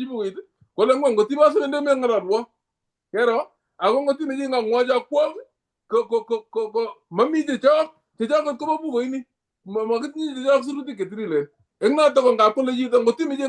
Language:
Kalenjin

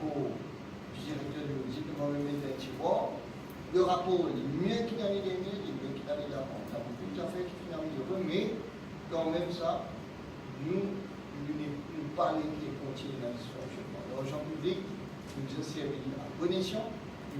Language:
Morisyen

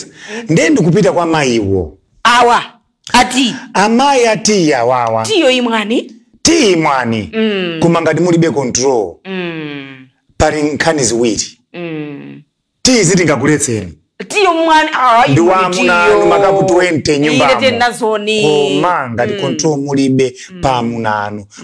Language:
Nyanja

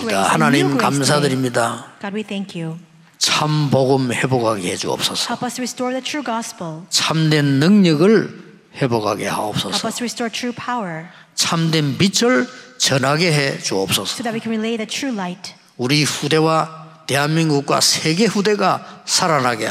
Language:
Korean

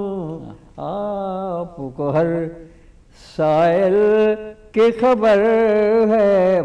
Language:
Urdu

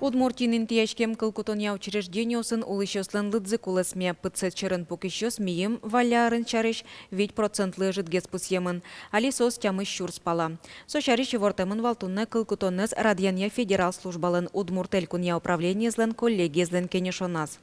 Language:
Udmurt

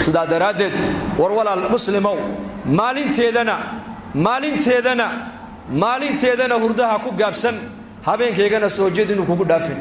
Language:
Somali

